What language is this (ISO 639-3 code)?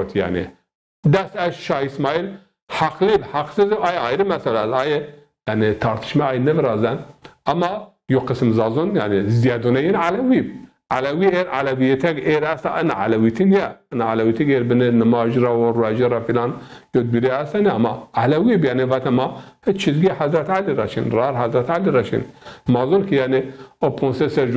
zza